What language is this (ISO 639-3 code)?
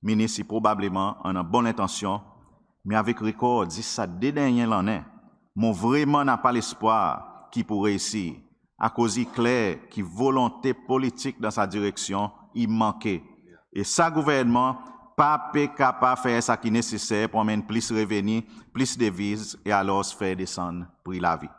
crs